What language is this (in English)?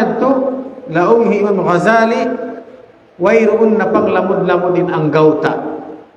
Tausug